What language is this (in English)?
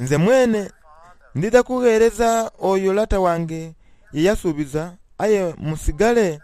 Soga